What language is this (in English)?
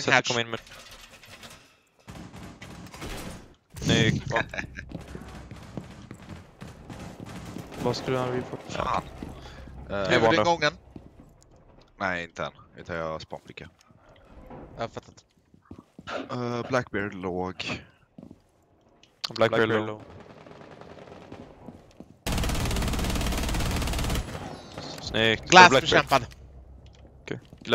Swedish